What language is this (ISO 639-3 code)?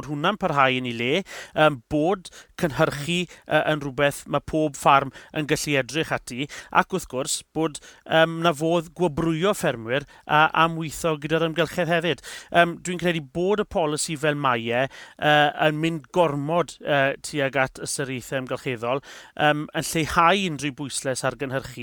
cym